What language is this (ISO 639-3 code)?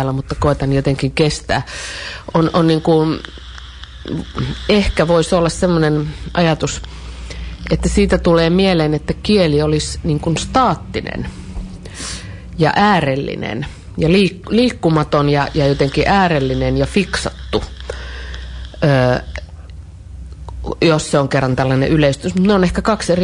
fin